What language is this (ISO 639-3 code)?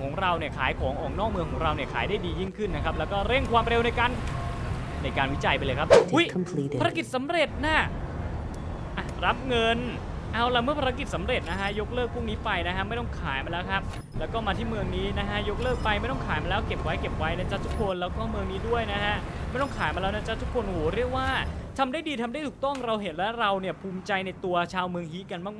tha